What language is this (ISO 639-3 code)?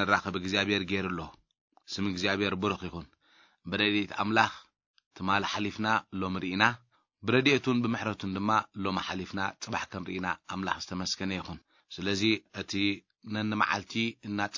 tir